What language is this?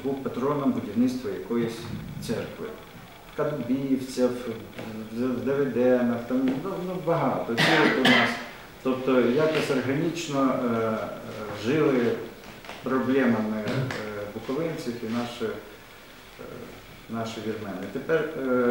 Ukrainian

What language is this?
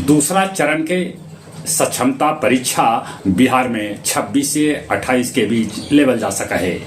Magahi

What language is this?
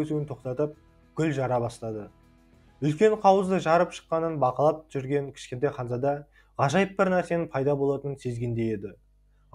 Kazakh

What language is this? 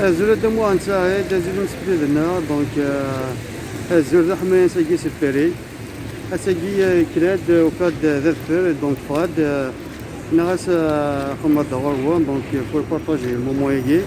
Kabyle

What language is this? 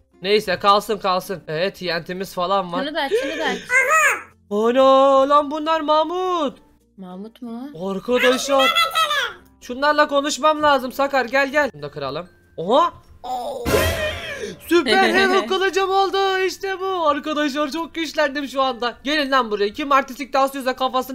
Turkish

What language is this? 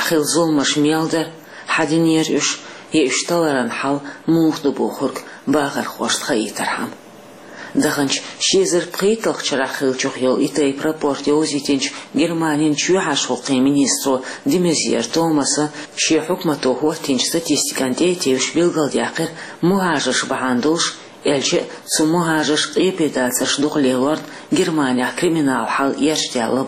Chechen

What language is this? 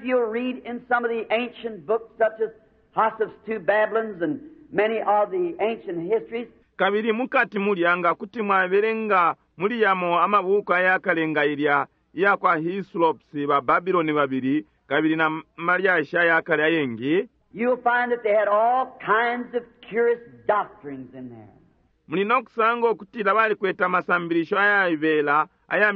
Bemba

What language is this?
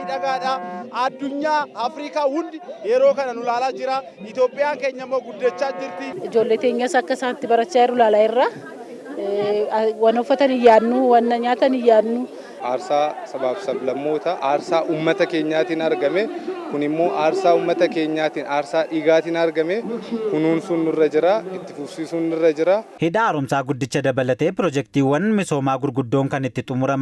Oromo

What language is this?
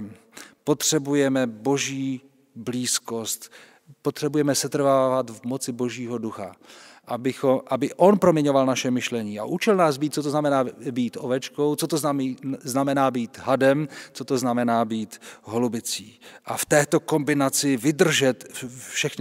Czech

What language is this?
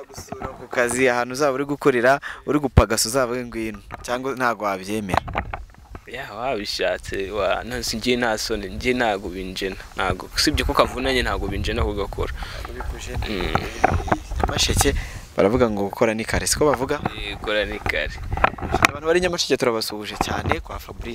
Kinyarwanda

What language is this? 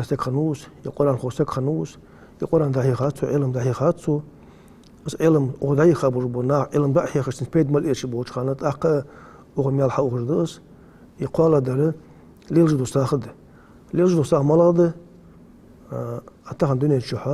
Ingush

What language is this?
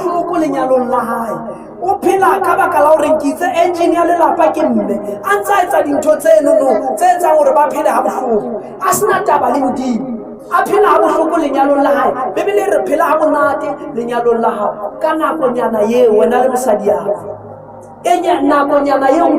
Southern Sotho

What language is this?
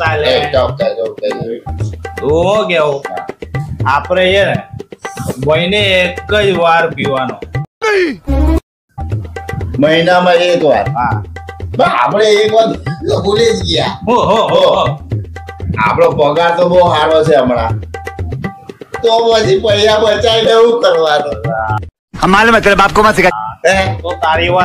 Gujarati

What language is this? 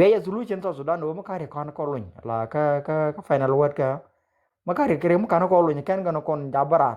Nuer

